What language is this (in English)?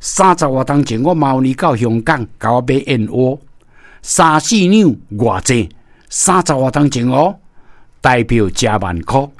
Min Nan Chinese